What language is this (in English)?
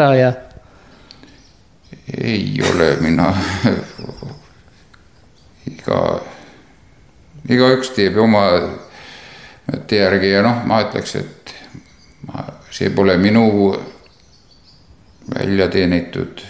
Estonian